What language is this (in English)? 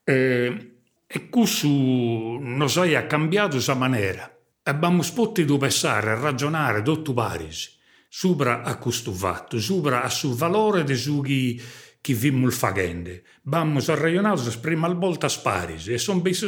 Sardinian